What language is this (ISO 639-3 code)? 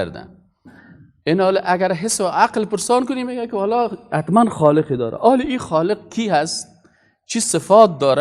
fas